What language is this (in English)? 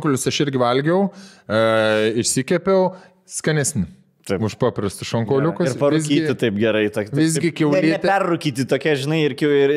Lithuanian